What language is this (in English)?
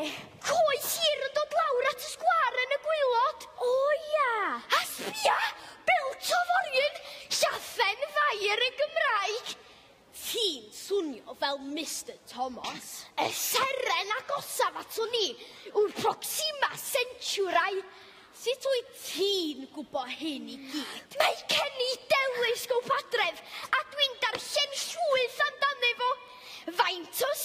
Welsh